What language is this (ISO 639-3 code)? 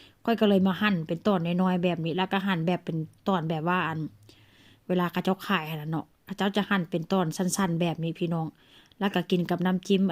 tts